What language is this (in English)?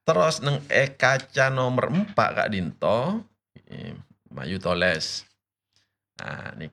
Madurese